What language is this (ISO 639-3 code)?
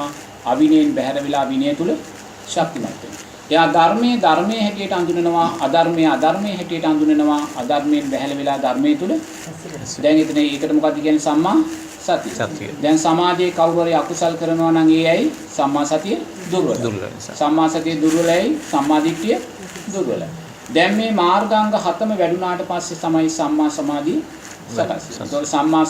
sin